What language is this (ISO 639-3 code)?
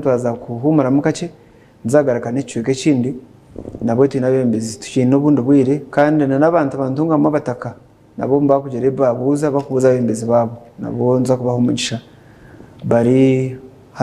nyn